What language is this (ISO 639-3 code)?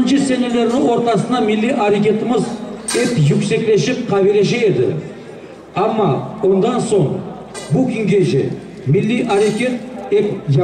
crh